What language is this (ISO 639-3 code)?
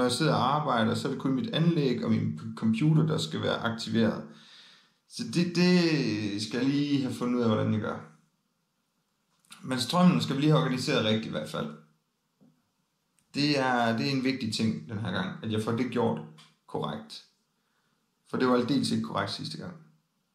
dan